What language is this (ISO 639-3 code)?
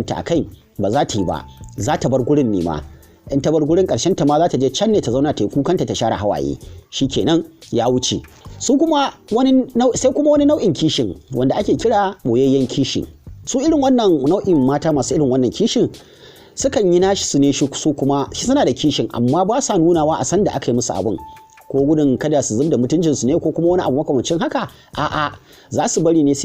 hau